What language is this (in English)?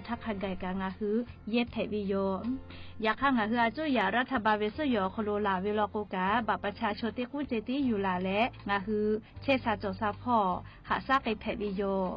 Lahu